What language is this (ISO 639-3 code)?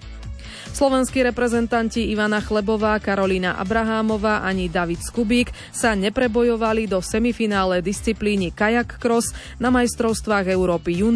slk